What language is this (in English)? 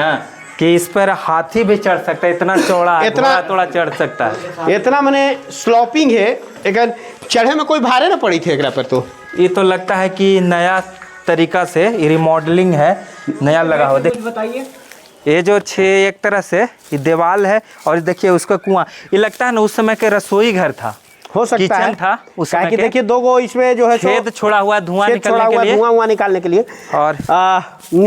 Magahi